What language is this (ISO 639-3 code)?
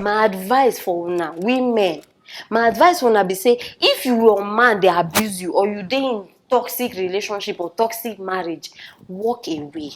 pcm